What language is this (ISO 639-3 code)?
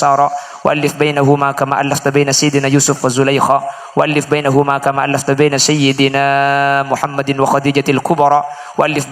mad